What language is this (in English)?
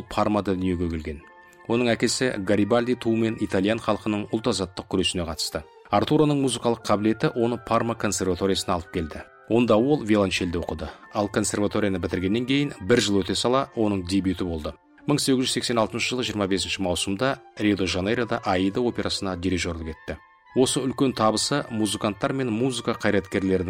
Kazakh